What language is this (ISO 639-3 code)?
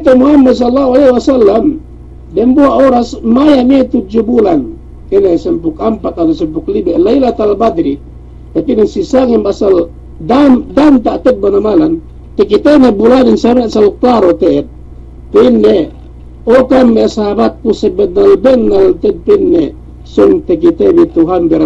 yka